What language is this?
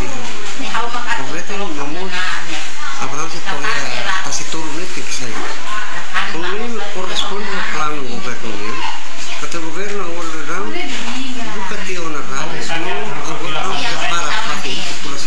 Tetum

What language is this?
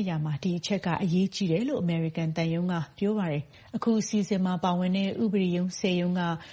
Burmese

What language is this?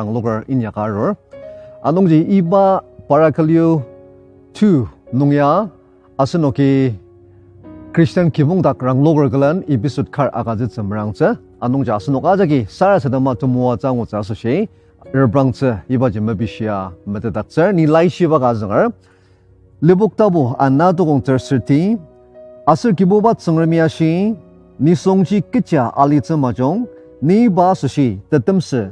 Ao Naga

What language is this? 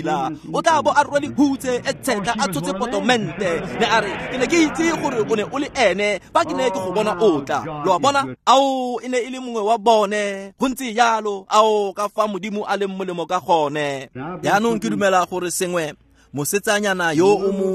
Tswana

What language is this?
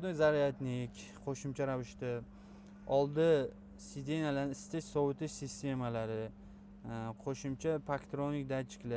Uzbek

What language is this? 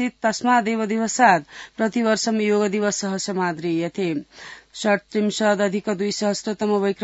Sanskrit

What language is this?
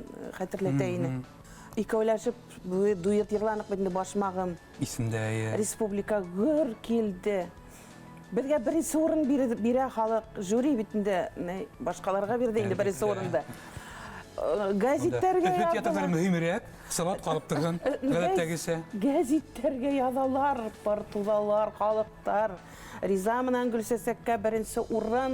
Bashkir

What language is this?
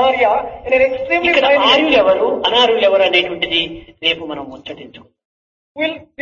Telugu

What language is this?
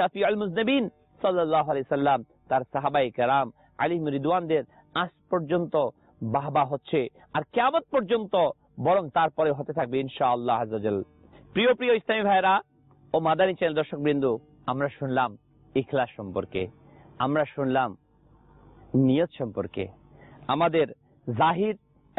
Bangla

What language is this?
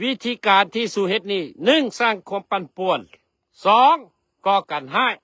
Lao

